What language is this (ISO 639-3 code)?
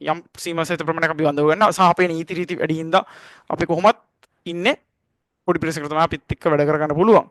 sin